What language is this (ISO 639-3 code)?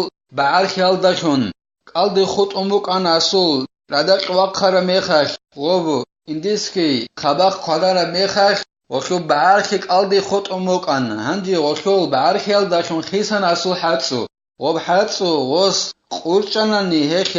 ava